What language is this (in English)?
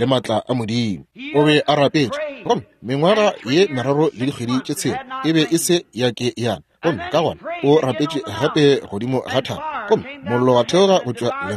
Northern Sotho